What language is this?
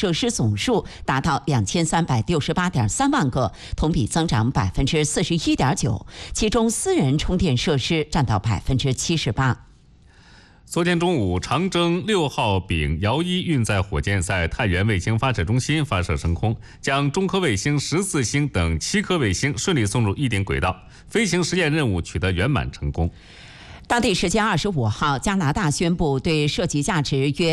Chinese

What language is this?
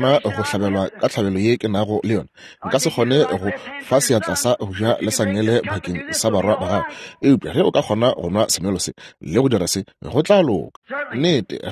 Northern Sotho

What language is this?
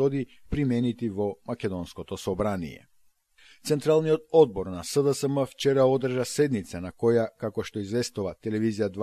Macedonian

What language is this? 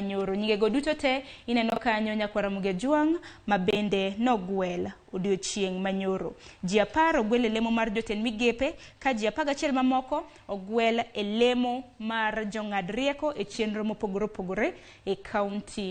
Luo (Kenya and Tanzania)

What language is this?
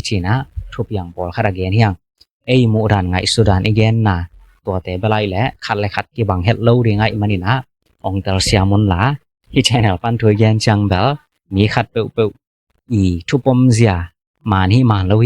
Tedim Chin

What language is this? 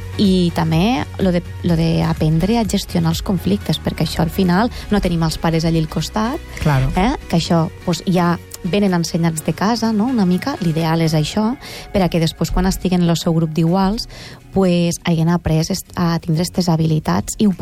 Catalan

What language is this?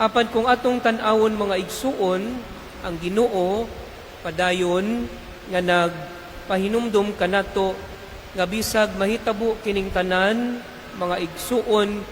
Cebuano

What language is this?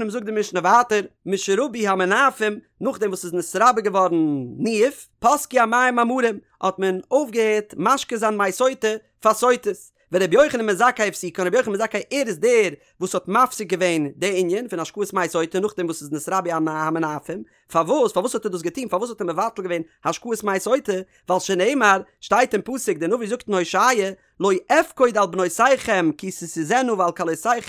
Yiddish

